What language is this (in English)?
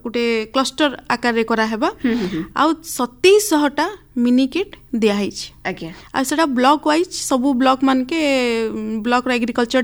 Odia